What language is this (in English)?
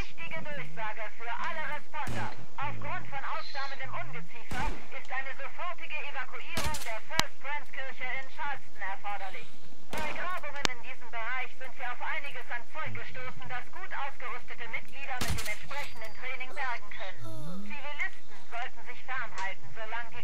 Swiss German